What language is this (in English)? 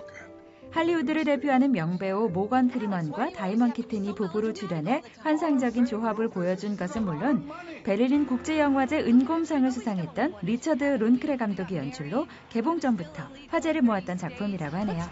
Korean